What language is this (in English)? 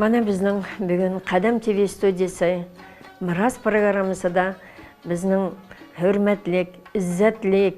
Uyghur